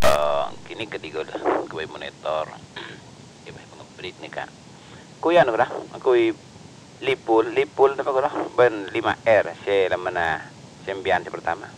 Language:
Madurese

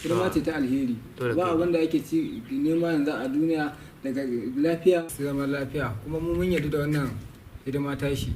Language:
Hausa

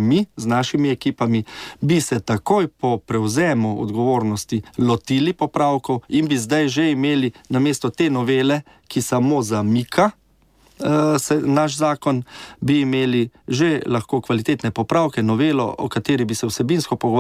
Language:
Slovenian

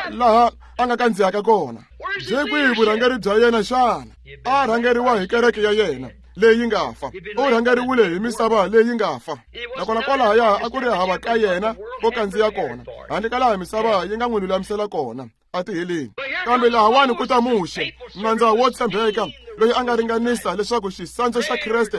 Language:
Tsonga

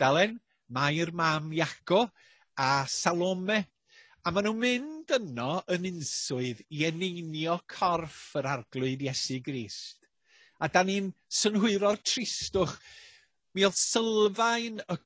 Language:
Welsh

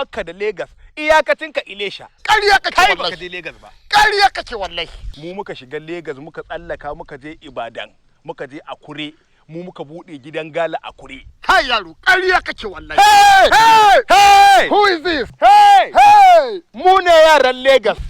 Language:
Hausa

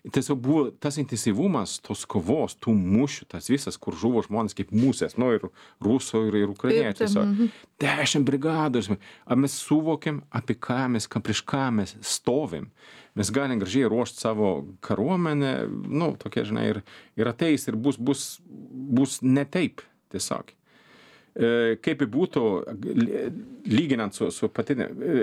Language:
Lithuanian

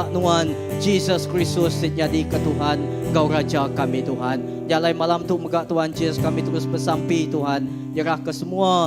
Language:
Iban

